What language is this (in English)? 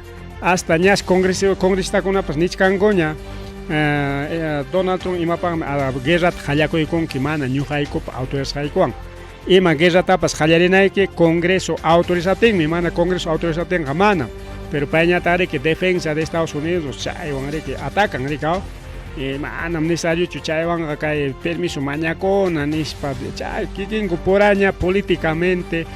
Ayacucho Quechua